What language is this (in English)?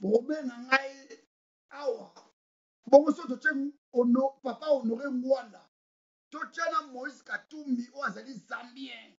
Lingala